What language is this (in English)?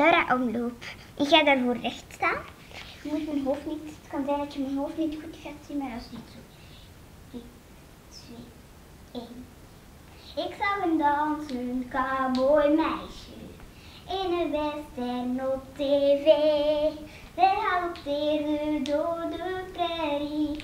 Dutch